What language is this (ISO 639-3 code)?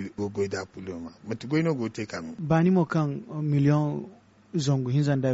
dje